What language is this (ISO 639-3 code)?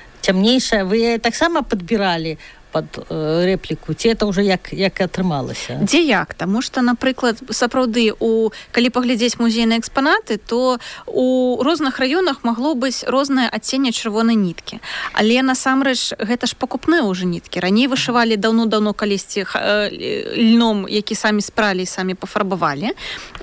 bel